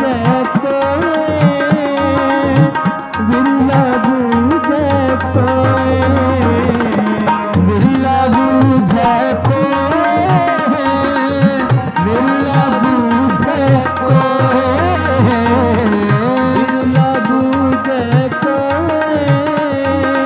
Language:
Hindi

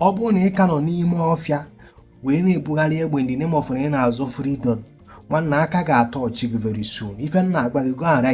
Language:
Igbo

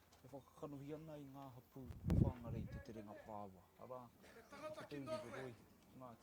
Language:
Māori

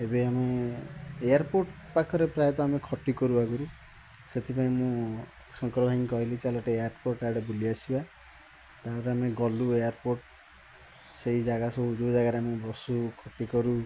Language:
Odia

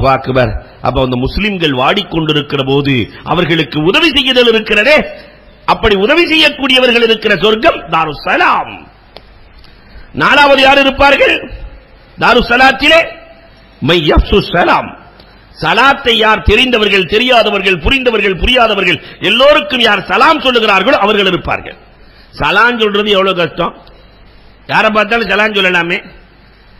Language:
Tamil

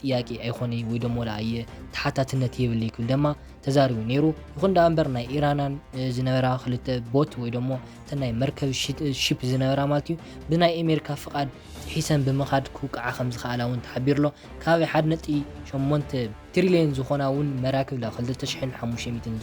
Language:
Tigrinya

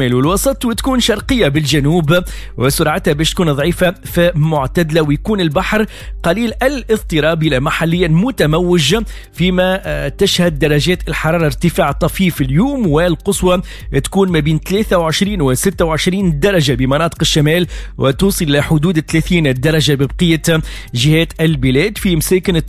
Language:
Tunisian Arabic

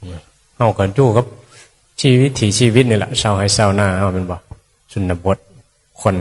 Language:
Northeastern Thai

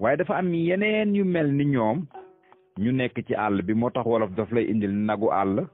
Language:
Wolof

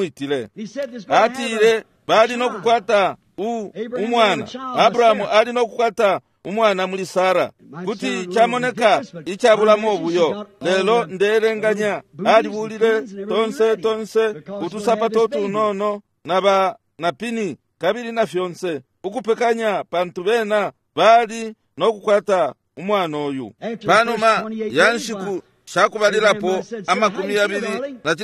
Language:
Bemba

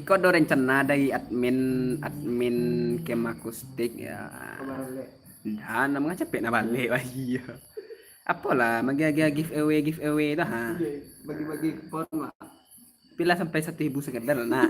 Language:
Minangkabau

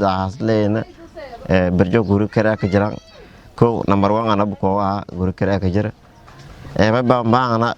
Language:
Somali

